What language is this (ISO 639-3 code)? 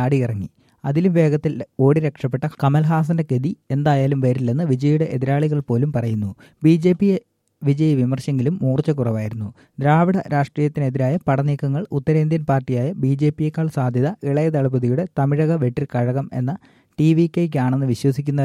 mal